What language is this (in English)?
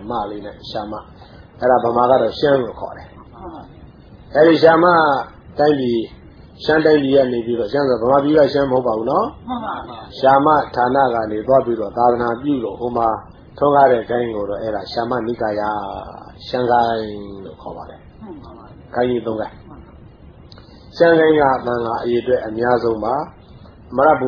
Burmese